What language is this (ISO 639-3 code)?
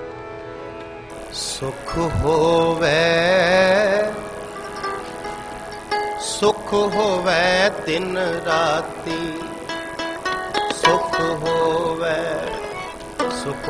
pan